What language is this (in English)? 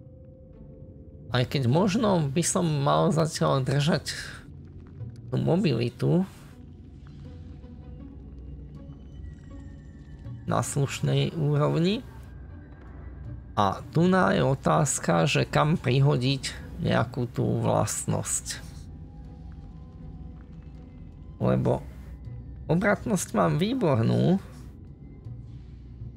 Slovak